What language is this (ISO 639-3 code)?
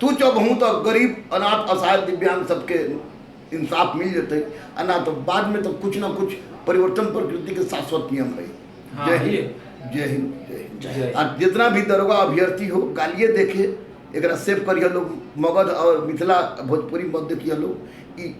mag